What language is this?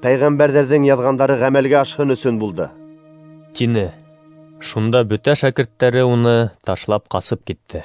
Bashkir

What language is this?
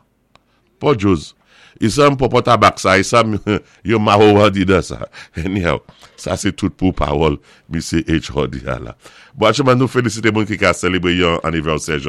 Saint Lucian Creole French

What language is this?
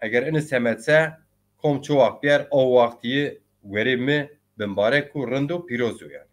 Zaza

